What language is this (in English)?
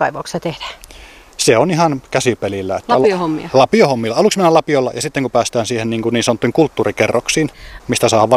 Finnish